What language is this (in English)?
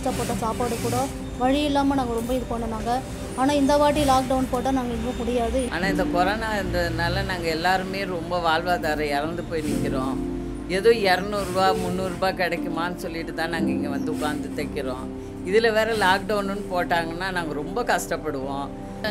Tamil